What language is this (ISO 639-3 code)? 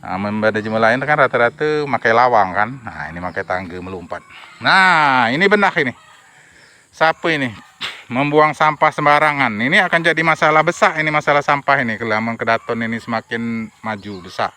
mui